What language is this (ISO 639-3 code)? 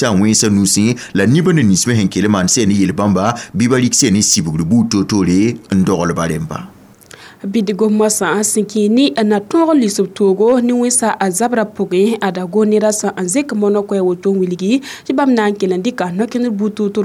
mos